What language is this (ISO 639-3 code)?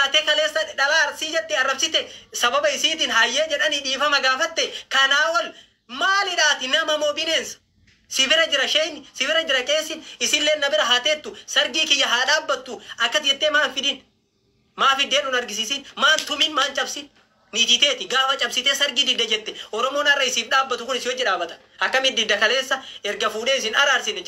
orm